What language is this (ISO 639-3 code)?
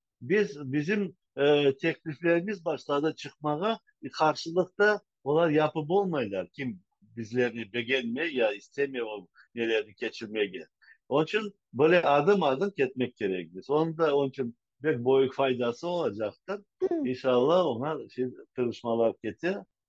crh